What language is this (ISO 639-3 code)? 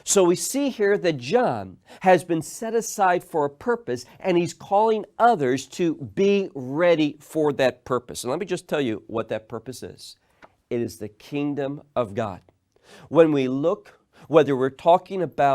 eng